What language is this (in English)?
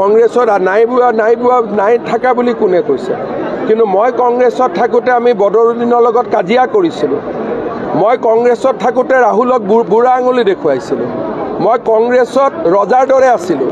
Assamese